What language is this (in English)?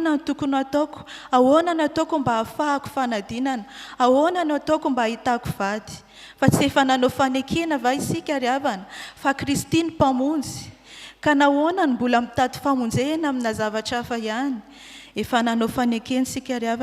Malagasy